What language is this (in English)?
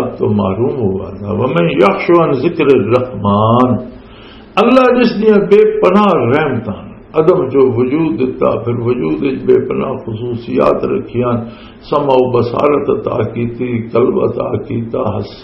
Western Panjabi